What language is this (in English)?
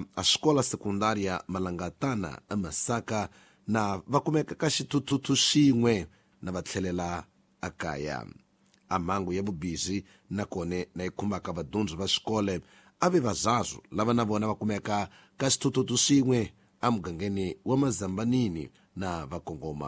Tsonga